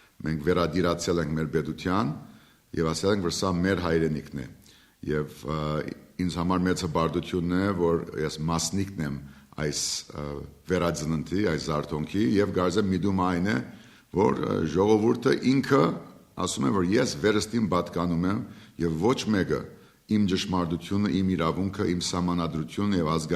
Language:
Western Armenian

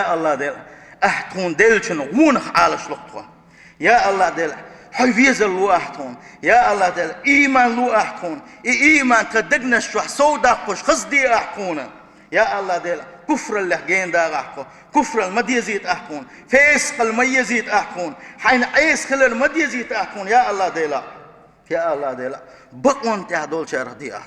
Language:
Chechen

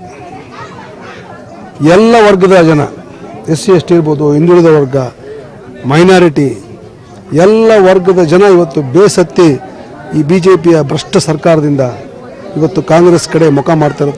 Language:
Kannada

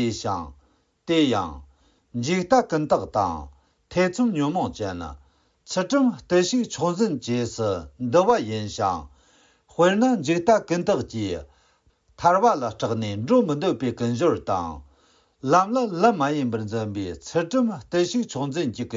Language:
Khams Tibetan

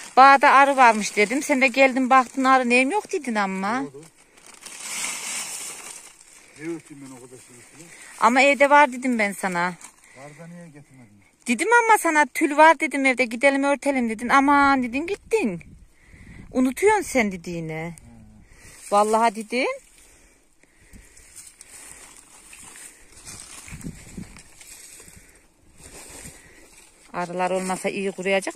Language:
Turkish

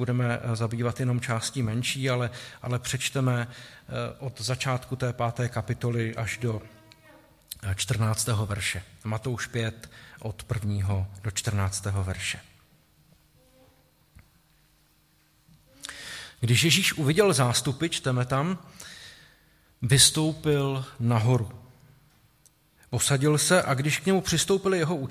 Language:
Czech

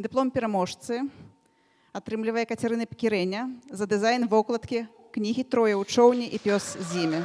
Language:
Belarusian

